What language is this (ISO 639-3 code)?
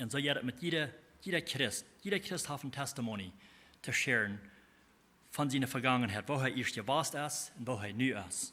pdt